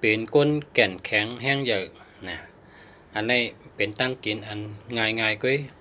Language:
Shan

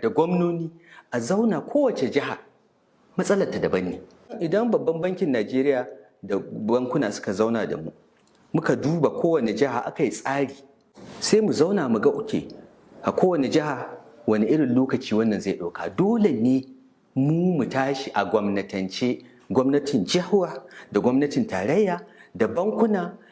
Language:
Hausa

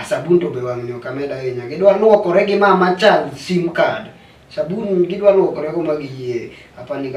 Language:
Luo (Kenya and Tanzania)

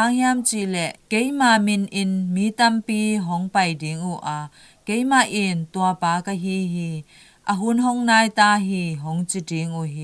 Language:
Tedim Chin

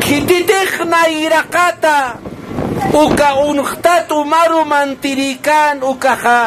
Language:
Aymara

